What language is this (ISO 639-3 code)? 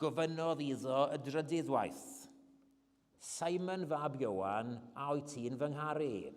cym